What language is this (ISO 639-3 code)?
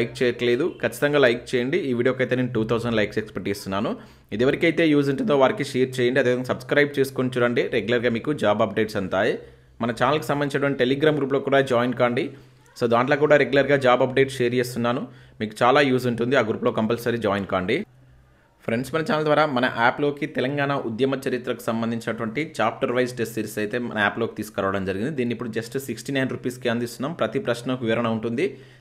tel